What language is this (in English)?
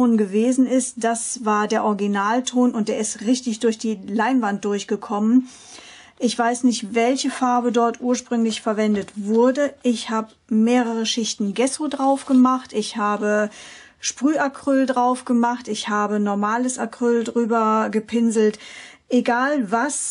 German